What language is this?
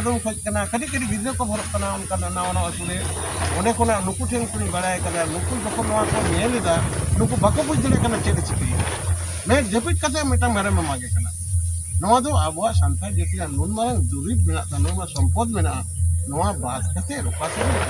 Santali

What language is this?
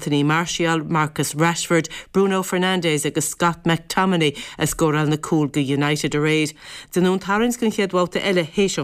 Irish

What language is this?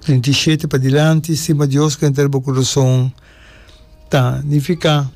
Papiamento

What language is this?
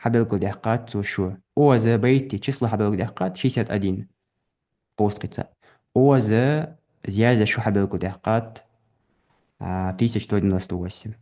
Ingush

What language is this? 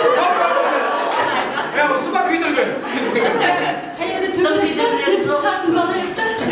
Kazakh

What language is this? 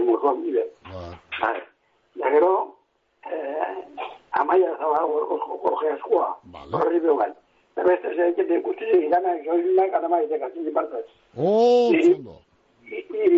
Basque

